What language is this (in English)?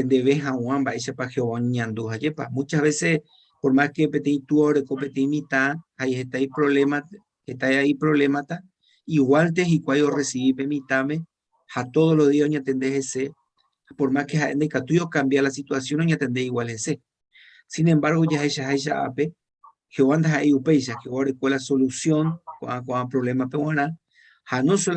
Guarani